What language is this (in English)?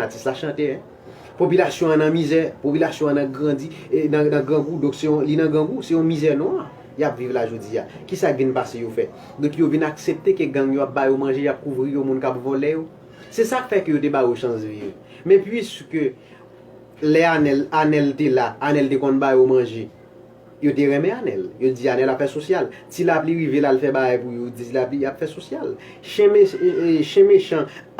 Haitian Creole